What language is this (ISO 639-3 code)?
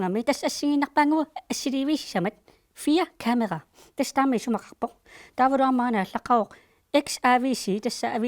kal